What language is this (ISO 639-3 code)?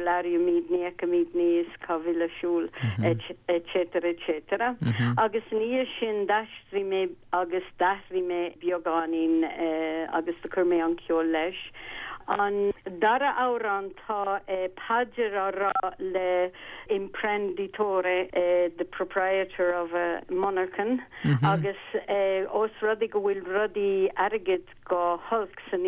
gle